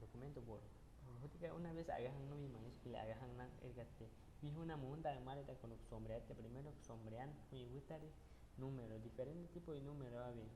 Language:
Aguaruna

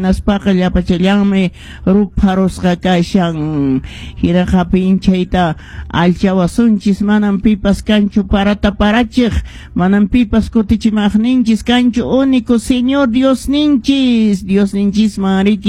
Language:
Quechua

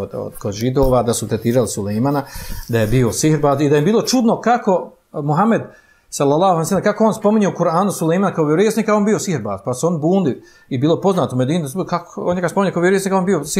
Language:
Bosnian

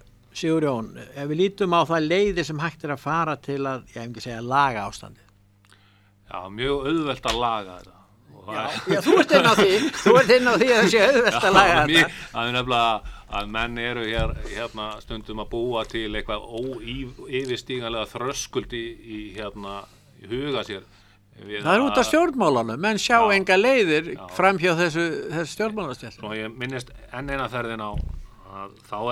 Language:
Icelandic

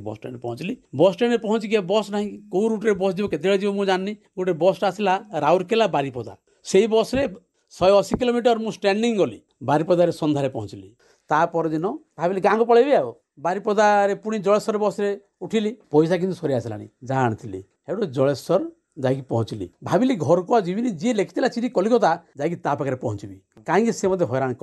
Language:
Odia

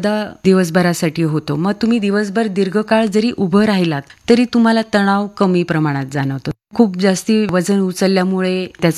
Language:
Marathi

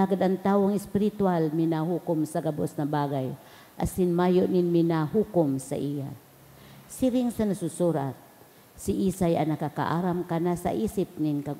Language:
Bikol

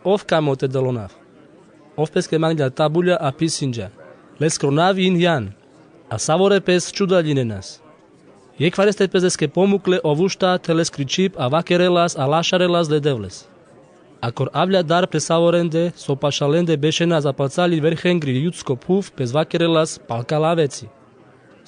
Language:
Carpathian Romani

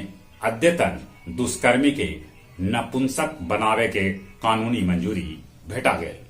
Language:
Magahi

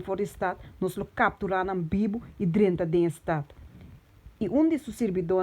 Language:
Papiamento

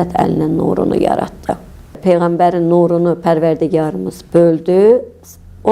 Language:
Azerbaijani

